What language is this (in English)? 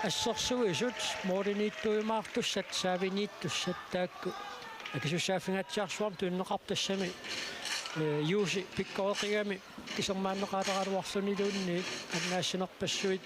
Kalaallisut